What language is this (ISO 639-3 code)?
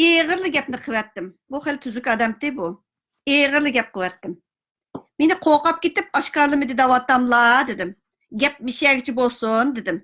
uig